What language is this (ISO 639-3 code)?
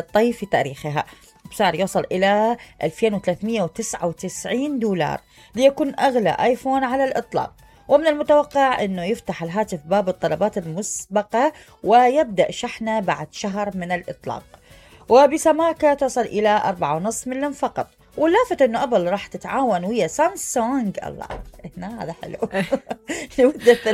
acm